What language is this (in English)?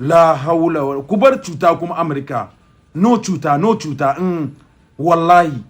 Hausa